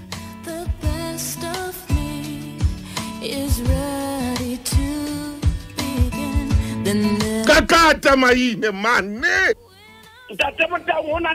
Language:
Southern Sotho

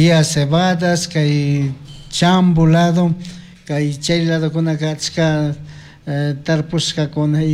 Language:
Chimborazo Highland Quichua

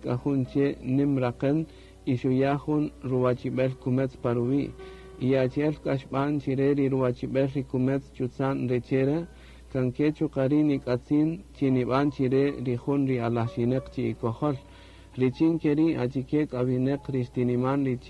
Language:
Kaqchikel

